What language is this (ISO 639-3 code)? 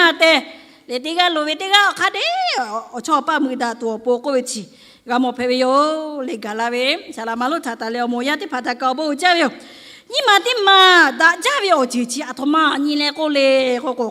lhu